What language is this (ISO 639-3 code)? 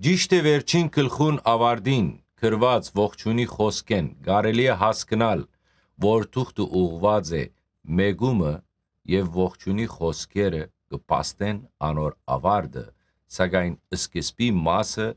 hyw